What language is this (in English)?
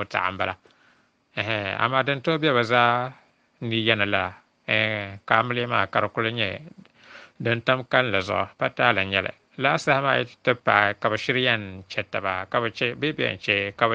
Dagbani